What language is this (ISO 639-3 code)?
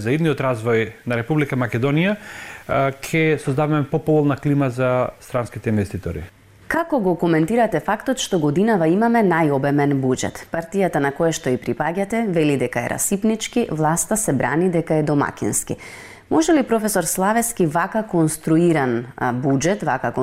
mkd